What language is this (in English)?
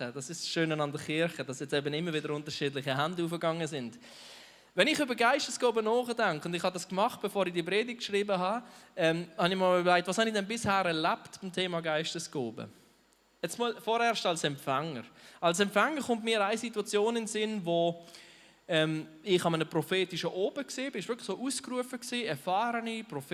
Swiss German